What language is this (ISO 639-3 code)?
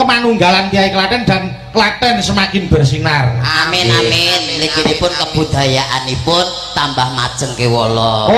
jav